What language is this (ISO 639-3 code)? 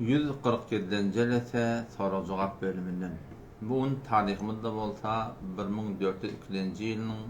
tuk